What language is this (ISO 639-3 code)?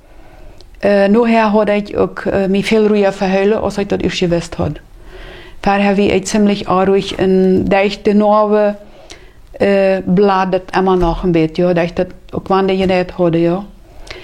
pdt